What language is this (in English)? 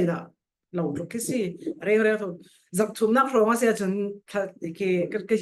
Falam Chin